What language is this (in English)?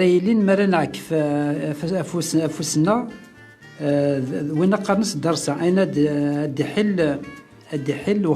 Kabyle